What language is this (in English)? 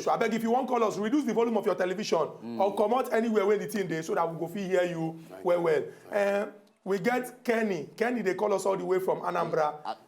Nigerian Pidgin